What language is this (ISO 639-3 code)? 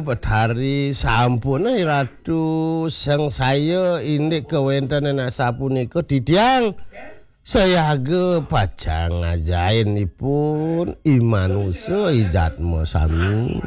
ban